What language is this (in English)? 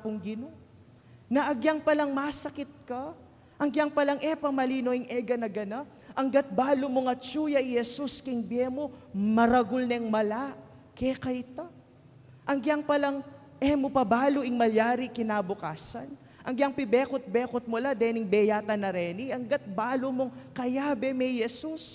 Pampanga